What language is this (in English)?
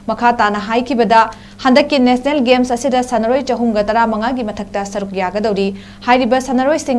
Manipuri